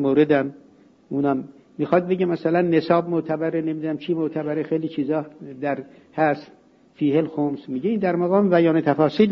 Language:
Persian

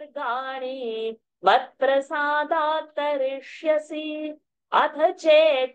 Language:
Sanskrit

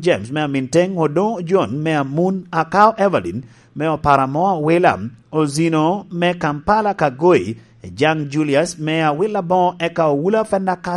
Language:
Lango (Uganda)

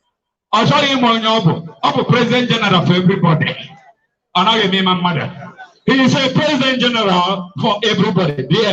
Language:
Igbo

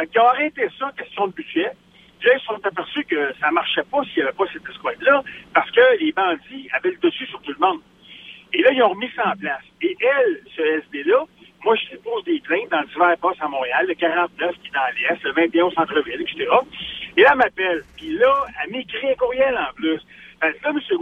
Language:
French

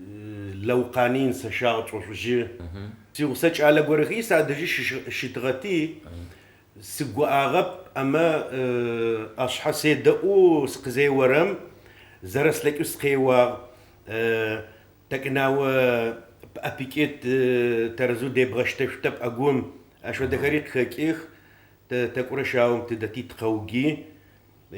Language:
Adyghe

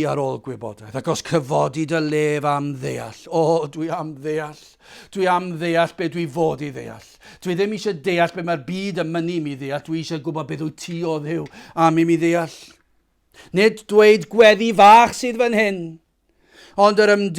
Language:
Welsh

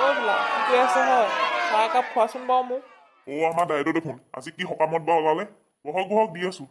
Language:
Assamese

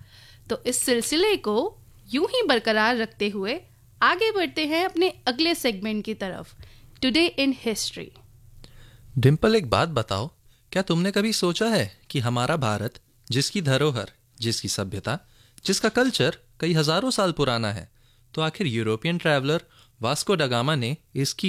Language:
Hindi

